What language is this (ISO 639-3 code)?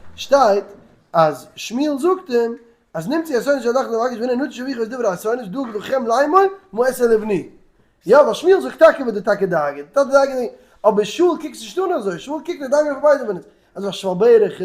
yid